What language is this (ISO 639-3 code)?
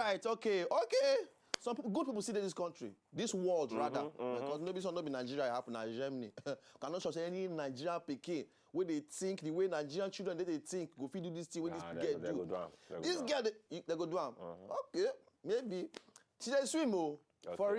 pcm